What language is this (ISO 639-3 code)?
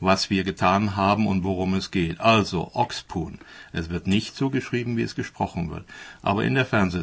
deu